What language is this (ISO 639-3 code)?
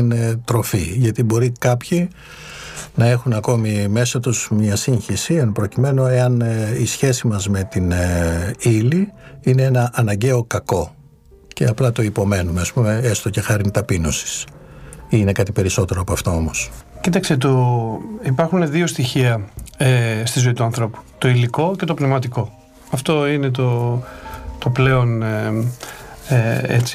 ell